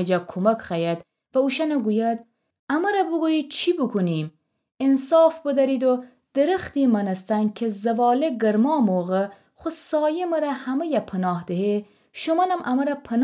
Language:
Gilaki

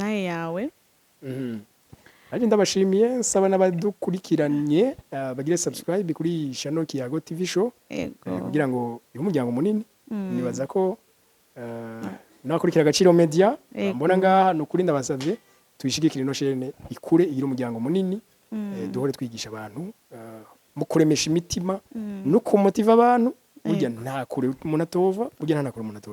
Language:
Rundi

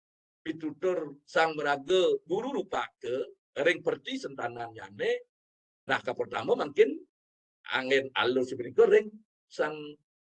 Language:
Balinese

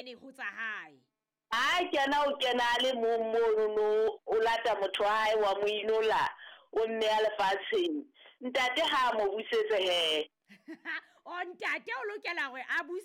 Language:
Southern Sotho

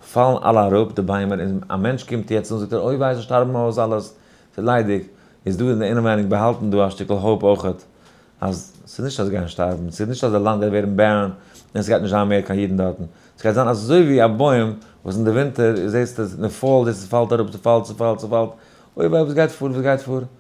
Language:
Yiddish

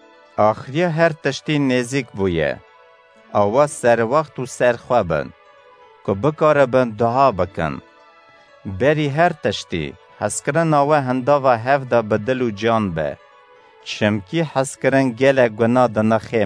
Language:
Kurdish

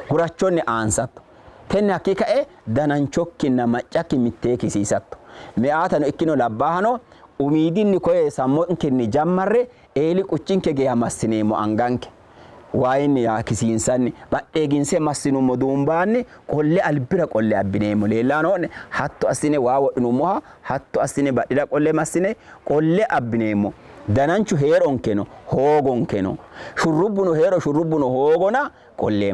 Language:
Sidamo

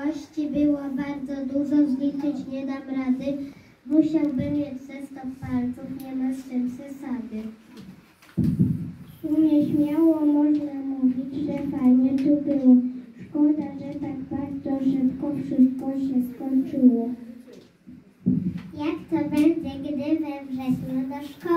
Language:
Polish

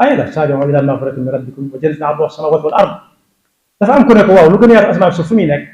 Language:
Wolof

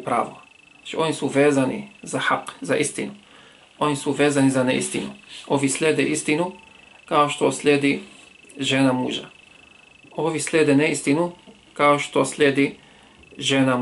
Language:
Bosnian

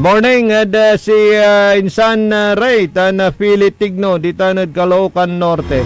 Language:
Pangasinan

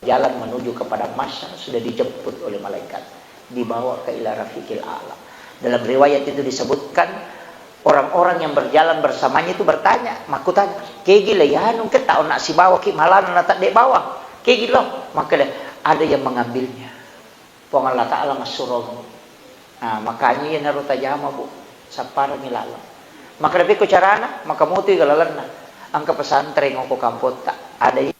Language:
Buginese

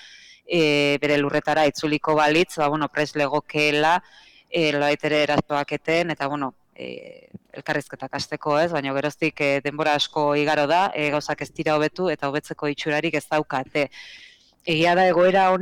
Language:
Basque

